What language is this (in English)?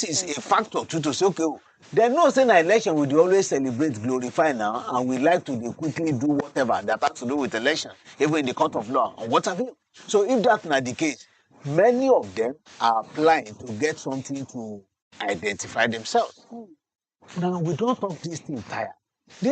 Nigerian Pidgin